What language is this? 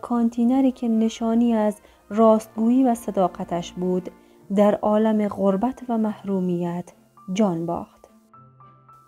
Persian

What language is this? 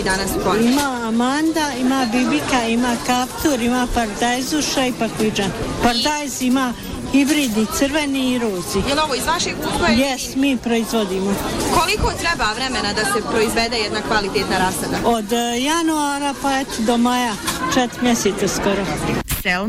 Bosnian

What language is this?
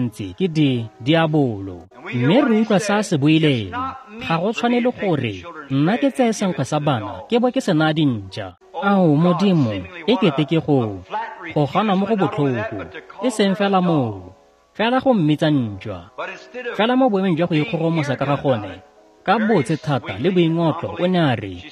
Tswana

